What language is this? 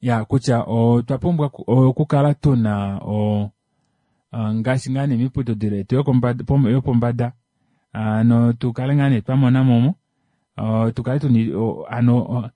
Kuanyama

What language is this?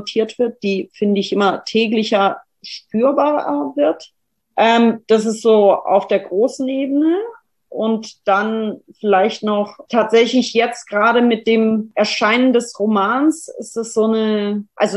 German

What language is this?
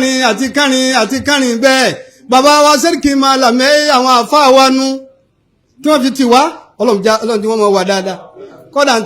Yoruba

